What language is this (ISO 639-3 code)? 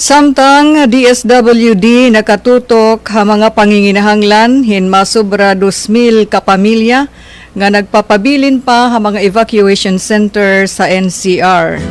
war